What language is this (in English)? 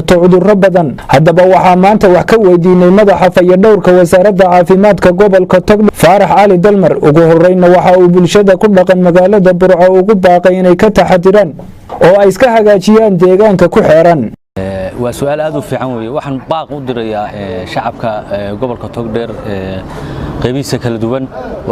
Somali